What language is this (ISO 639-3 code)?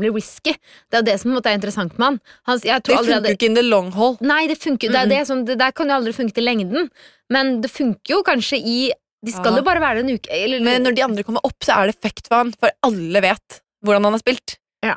nor